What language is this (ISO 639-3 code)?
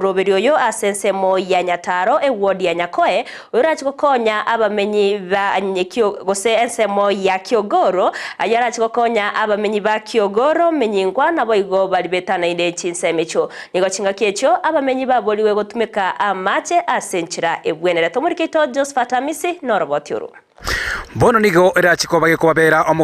guz